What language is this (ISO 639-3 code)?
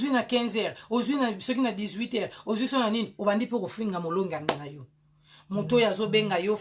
lin